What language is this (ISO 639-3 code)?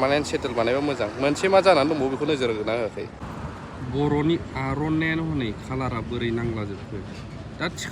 brx